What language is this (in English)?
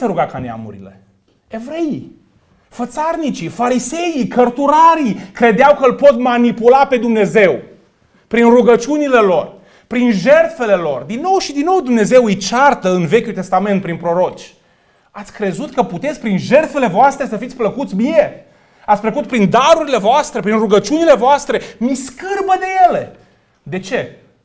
Romanian